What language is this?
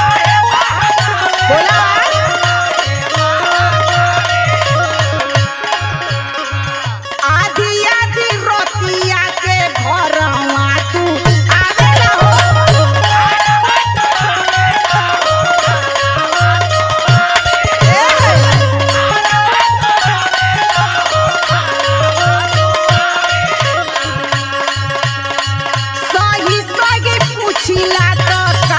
Bhojpuri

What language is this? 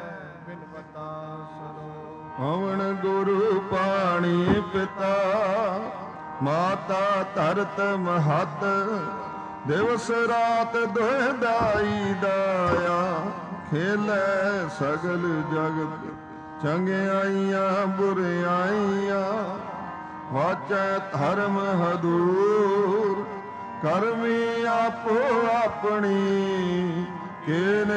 Punjabi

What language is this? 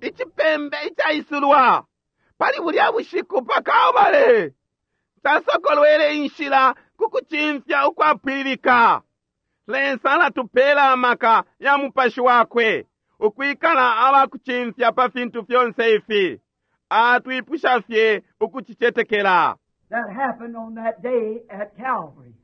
Bemba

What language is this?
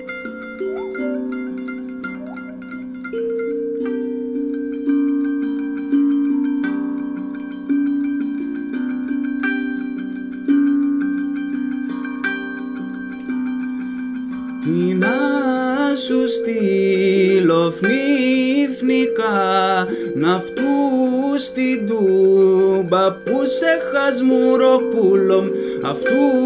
Greek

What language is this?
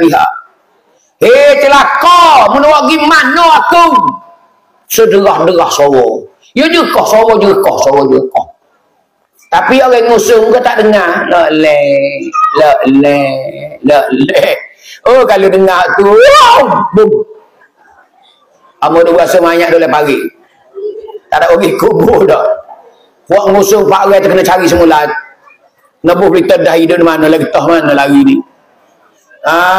Malay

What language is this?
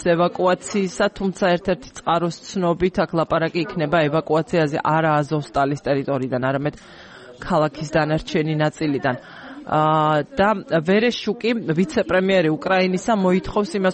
Georgian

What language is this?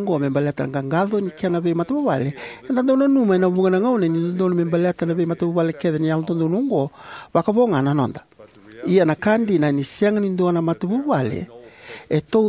Fijian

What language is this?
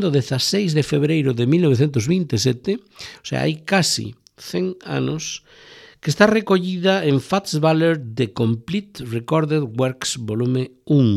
Galician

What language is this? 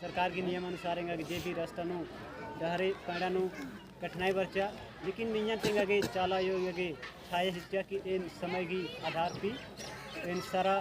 Kurukh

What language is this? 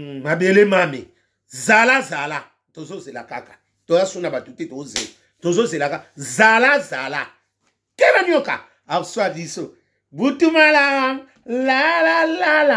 Lingala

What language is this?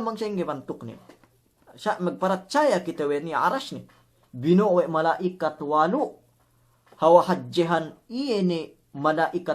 Yakan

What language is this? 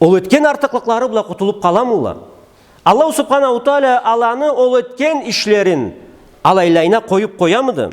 Karachay-Balkar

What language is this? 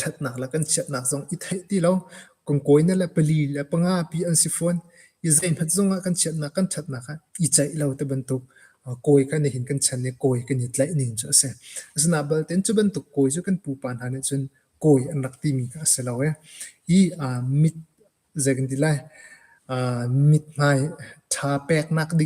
Hakha Chin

